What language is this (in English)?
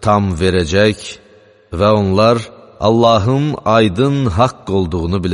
Azerbaijani